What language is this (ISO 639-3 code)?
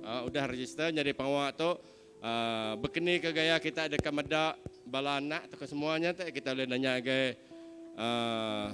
iba